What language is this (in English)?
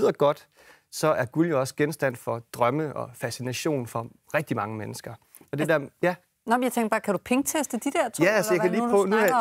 Danish